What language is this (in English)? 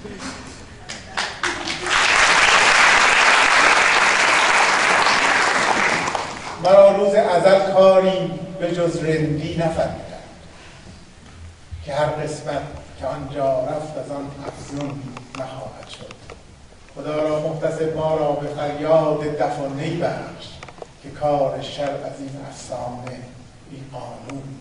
Persian